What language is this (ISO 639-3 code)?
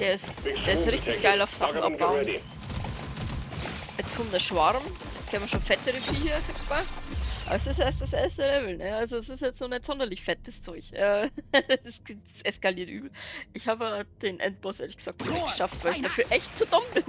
bar